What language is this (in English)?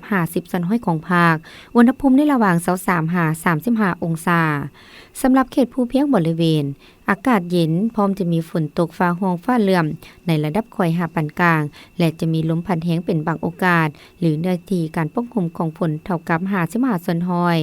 Lao